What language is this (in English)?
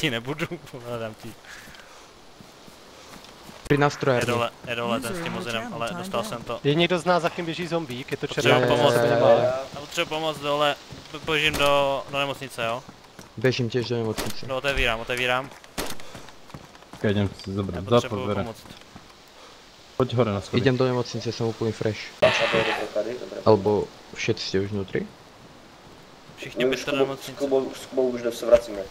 Czech